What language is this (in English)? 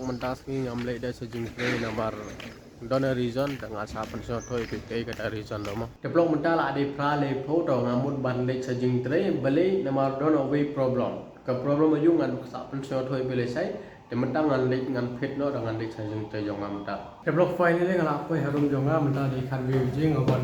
Khasi